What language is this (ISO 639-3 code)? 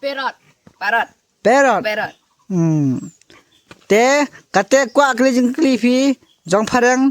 kha